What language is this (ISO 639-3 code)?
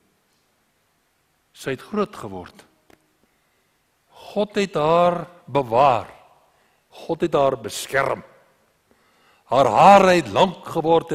afr